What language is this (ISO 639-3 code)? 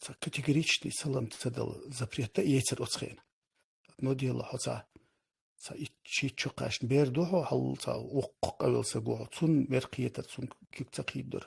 che